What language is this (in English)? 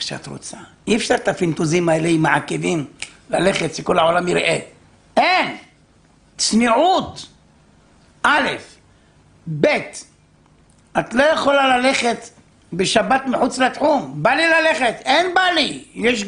Hebrew